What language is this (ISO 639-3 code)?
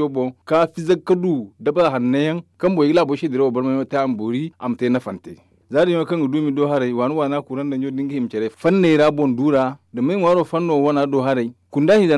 dje